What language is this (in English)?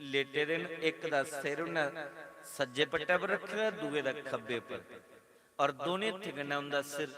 Dogri